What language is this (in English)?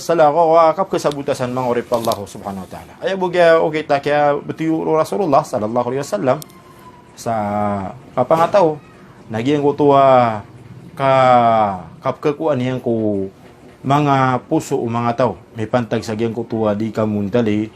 Maranao